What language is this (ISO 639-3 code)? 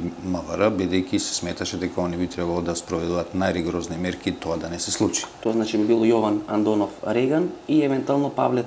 mkd